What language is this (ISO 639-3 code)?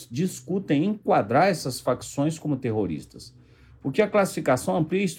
por